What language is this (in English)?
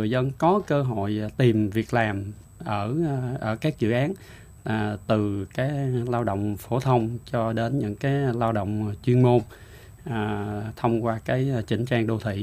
Vietnamese